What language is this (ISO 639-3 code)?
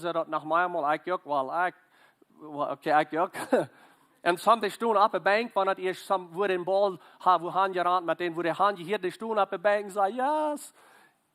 pdt